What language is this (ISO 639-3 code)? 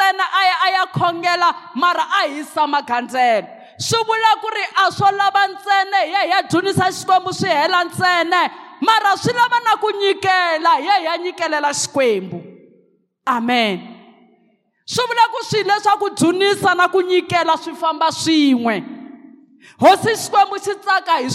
tso